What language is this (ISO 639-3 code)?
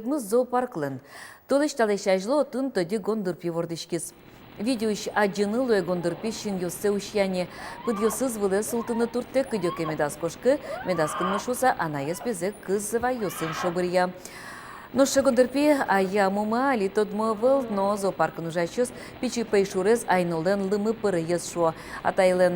udm